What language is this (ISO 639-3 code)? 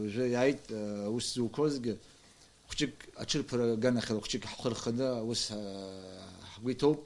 abk